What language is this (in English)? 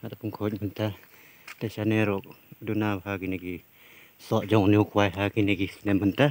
Khasi